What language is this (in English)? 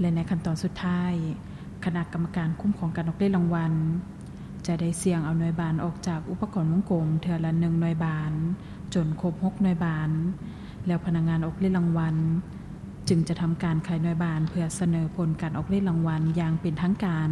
Lao